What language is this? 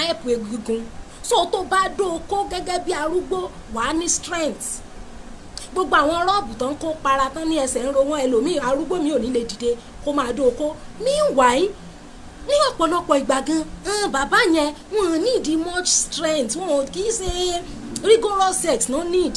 Yoruba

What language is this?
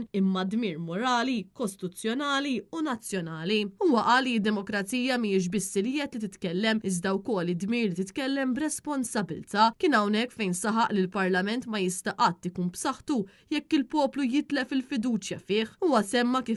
Maltese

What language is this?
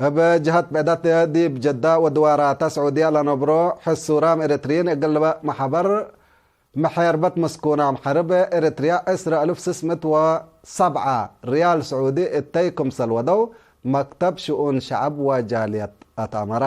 Tigre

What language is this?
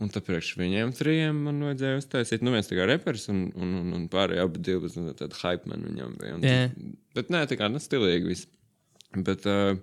Latvian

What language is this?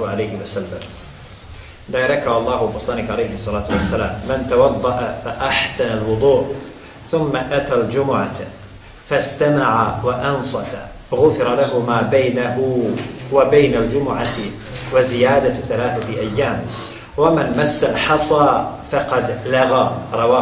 Bosnian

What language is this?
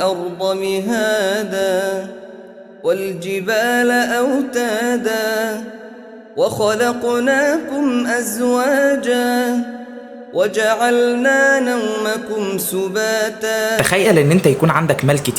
Egyptian Arabic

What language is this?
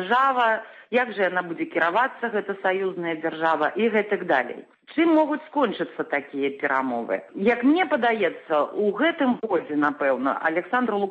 Belarusian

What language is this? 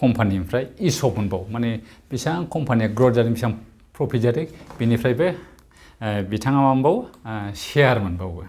Bodo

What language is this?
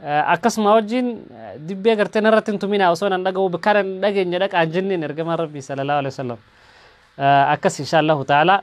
Oromo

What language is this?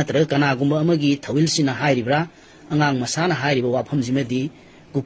Manipuri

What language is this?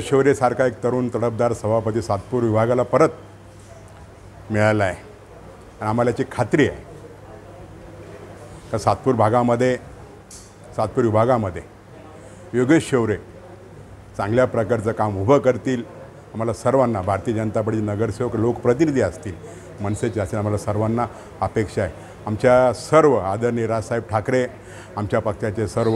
Marathi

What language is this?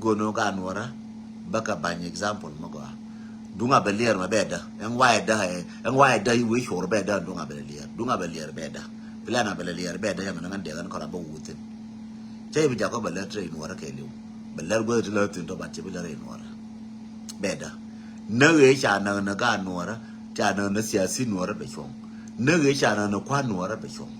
Nuer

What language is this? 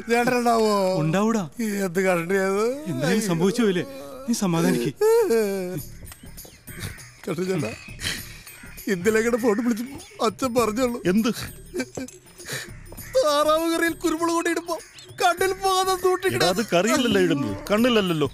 Malayalam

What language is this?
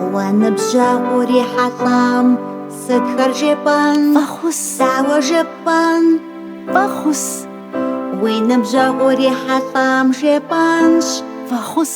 Kabardian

